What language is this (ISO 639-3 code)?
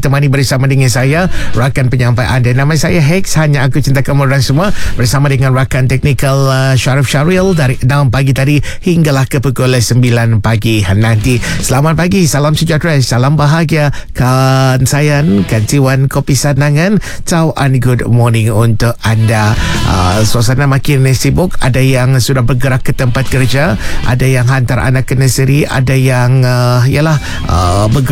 msa